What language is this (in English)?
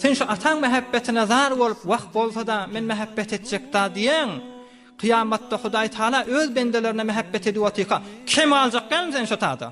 Turkmen